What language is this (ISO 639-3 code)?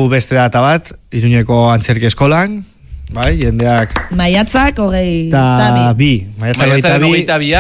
eus